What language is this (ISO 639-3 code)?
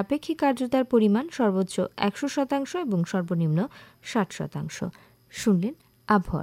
ben